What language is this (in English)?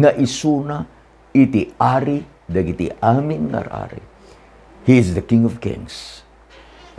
Iloko